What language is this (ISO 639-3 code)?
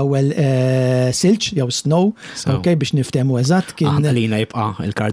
mlt